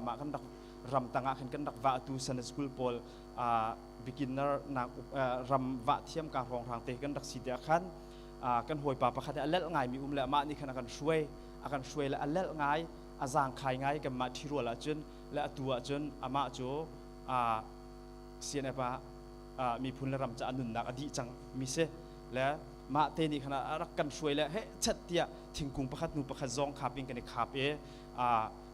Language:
Hakha Chin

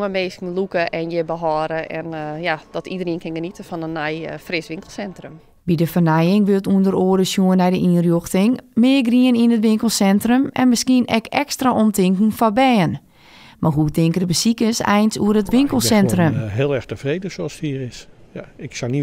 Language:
Western Frisian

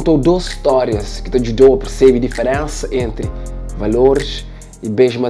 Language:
Kabuverdianu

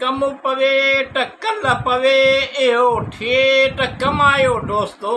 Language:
Sindhi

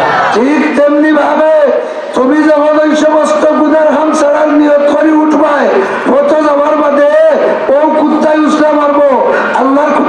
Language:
Sylheti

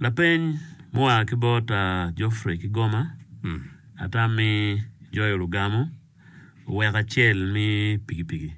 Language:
Acoli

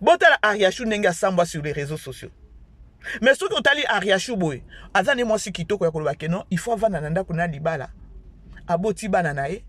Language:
Lingala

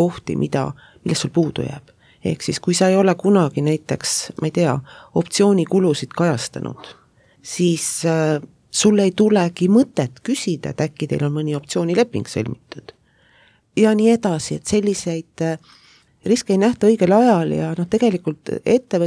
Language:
Estonian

